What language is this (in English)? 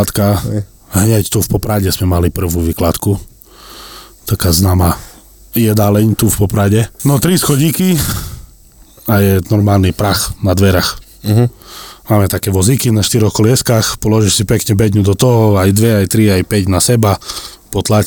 Slovak